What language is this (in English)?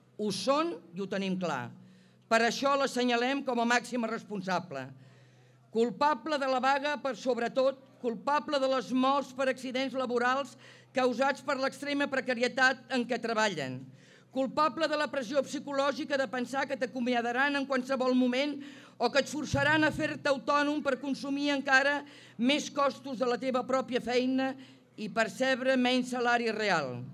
Catalan